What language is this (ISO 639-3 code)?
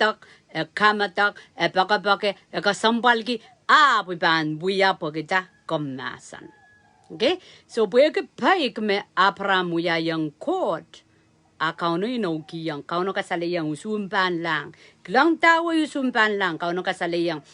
pon